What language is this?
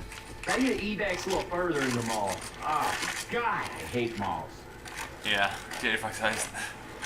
Faroese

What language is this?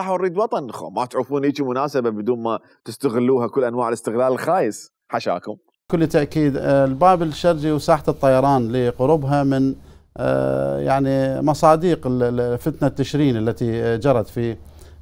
Mesopotamian Arabic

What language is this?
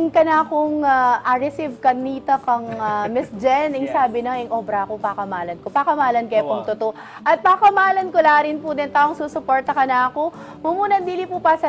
Pampanga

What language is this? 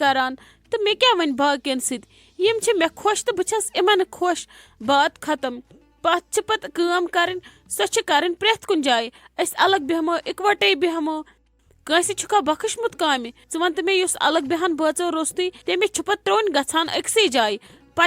Kashmiri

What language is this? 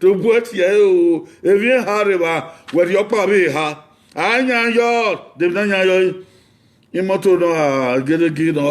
Bini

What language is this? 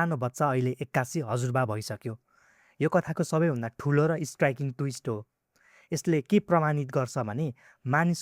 Nepali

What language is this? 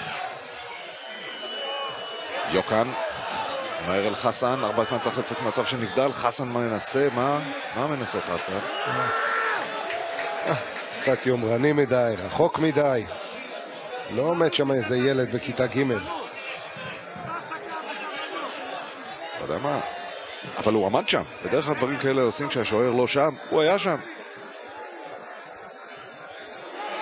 Hebrew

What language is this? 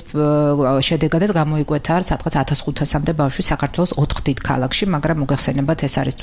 Georgian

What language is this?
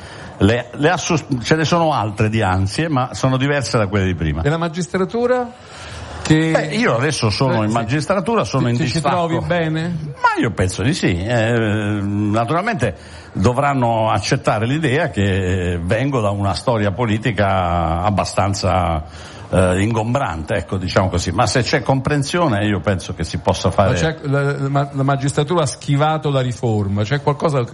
Italian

